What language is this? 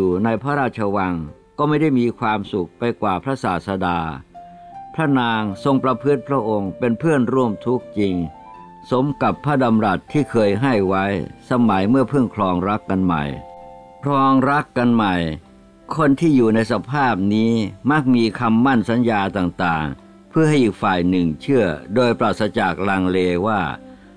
Thai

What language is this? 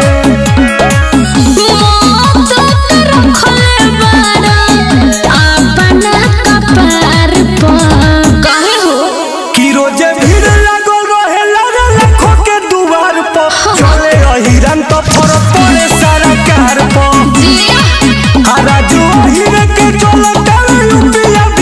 Bhojpuri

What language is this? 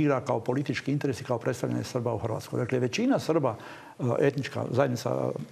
Croatian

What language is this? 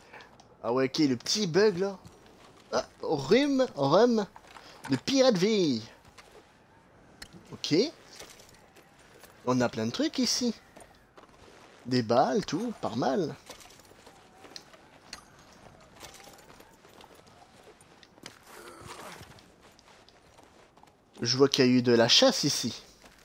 French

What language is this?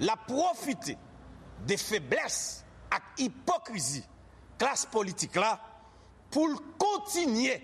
Haitian Creole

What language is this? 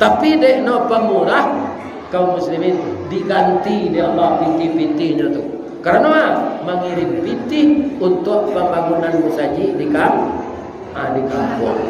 Minangkabau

